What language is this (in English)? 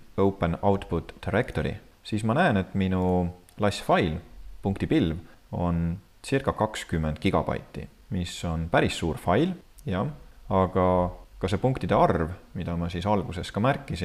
Estonian